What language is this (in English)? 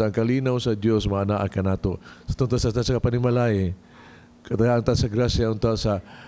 Cebuano